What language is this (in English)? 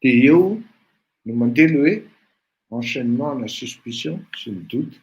Malagasy